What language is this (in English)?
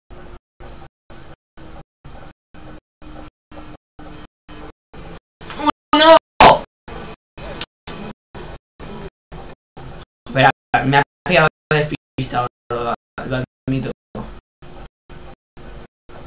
Spanish